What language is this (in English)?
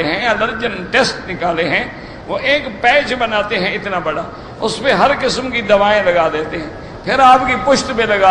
Urdu